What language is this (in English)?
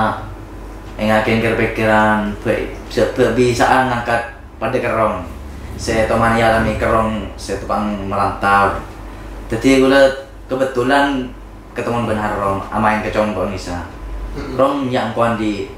Madurese